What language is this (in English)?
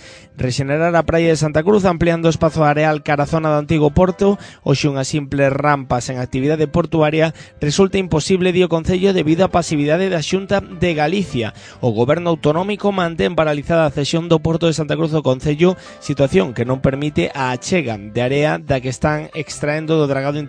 Galician